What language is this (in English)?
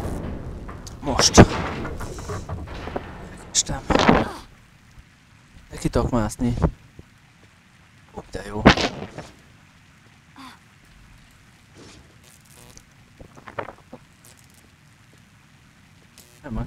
Hungarian